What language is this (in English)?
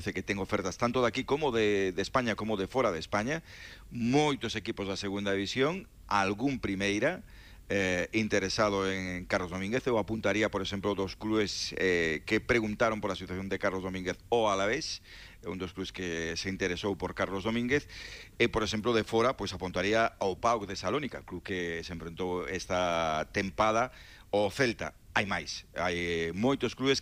Galician